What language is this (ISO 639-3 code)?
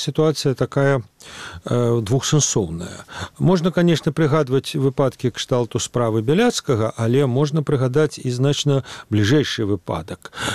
bel